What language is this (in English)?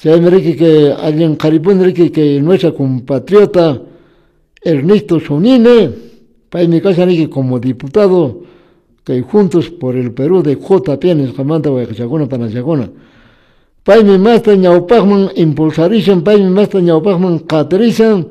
Quechua